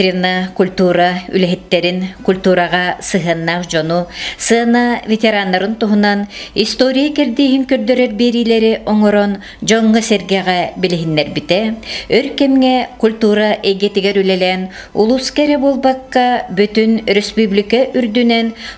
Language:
Yakut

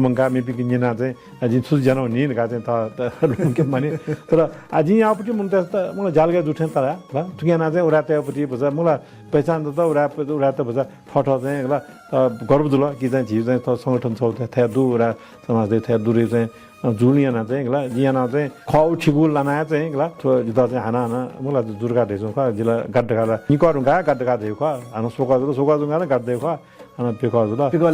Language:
Newari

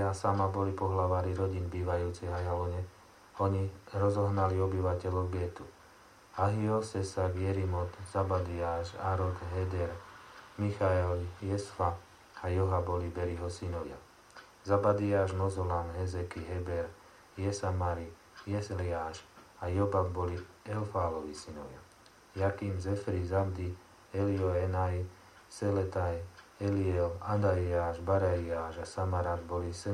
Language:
Slovak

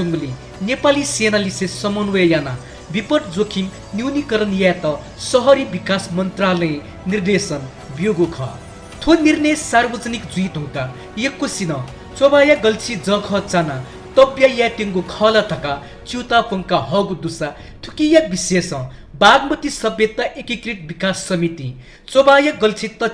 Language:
Newari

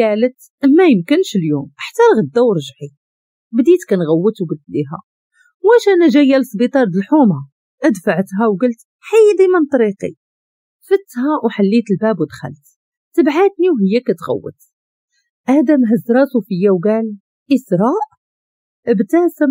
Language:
Moroccan Arabic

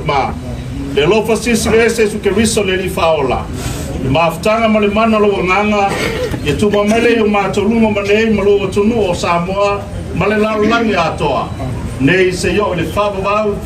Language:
Samoan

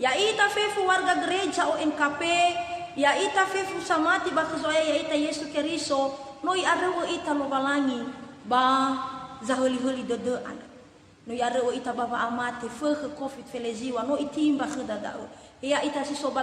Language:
Nias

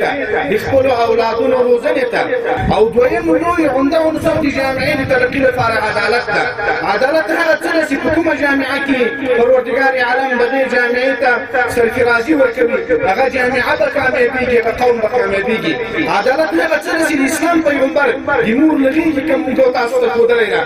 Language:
Pashto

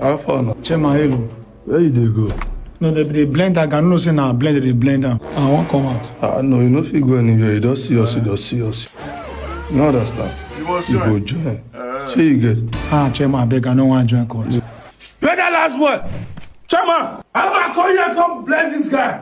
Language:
Nigerian Pidgin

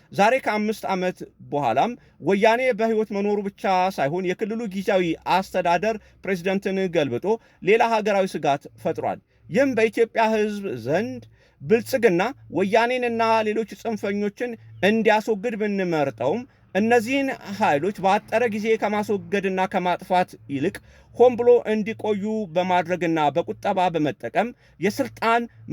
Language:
Amharic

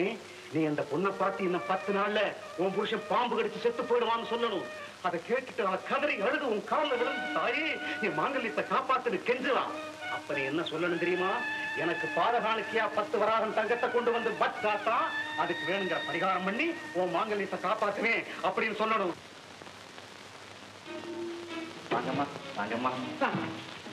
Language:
Tamil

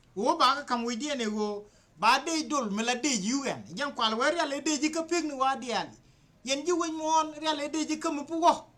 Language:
Nuer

